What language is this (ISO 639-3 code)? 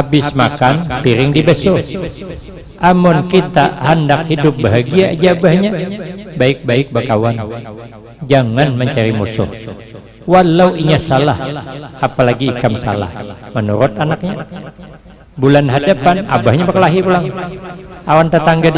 bjn